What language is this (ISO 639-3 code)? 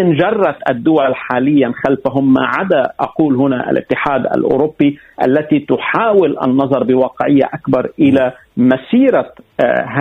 aeb